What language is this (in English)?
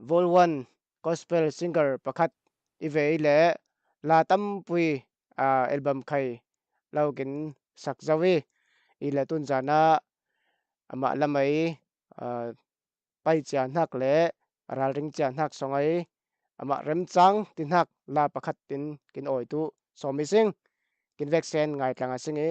Falam Chin